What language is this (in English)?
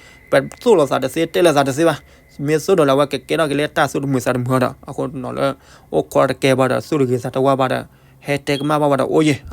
S'gaw Karen